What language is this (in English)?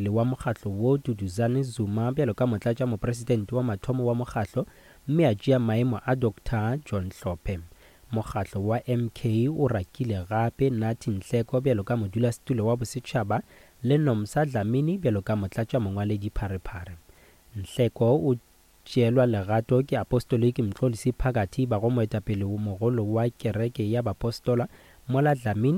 Northern Sotho